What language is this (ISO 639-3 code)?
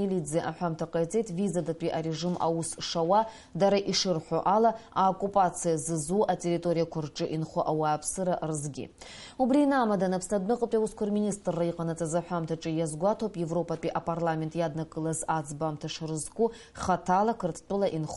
abk